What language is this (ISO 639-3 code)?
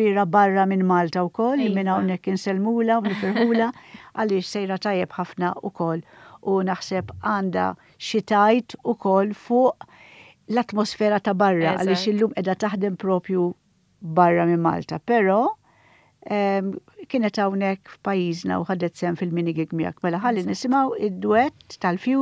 mlt